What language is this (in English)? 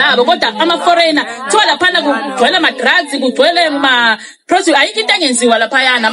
Zulu